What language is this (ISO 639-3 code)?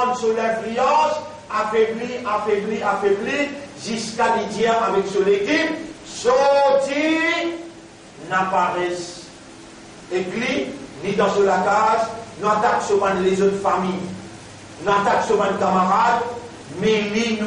mfe